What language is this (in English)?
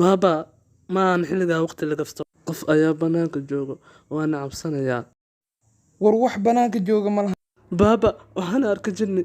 Somali